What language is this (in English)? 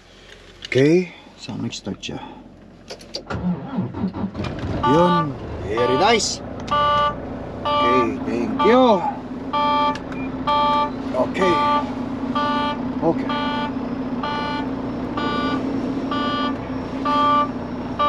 Filipino